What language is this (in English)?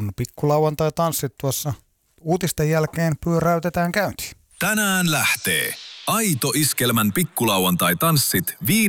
Finnish